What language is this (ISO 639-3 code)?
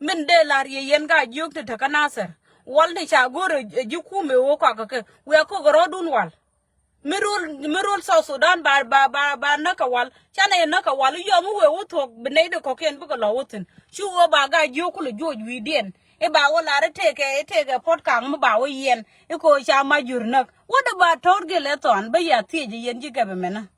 nus